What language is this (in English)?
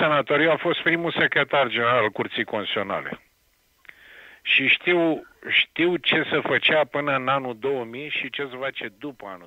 Romanian